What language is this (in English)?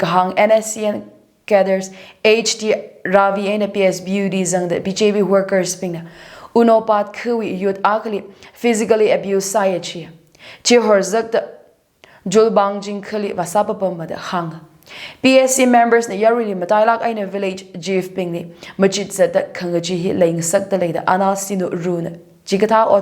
Tangkhul Naga (India)